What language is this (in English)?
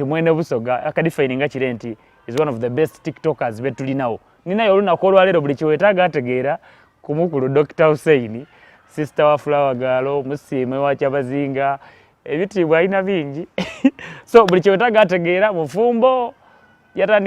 Soga